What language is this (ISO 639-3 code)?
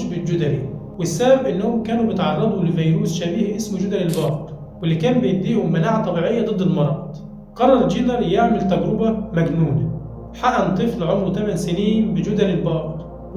arz